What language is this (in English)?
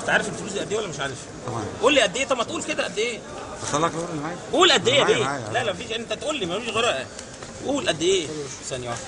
Egyptian Arabic